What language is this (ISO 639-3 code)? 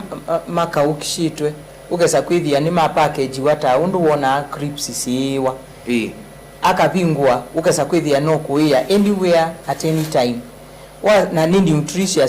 kam